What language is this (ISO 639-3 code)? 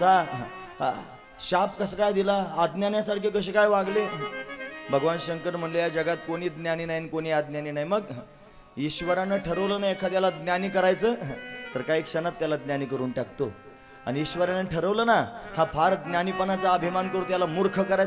mar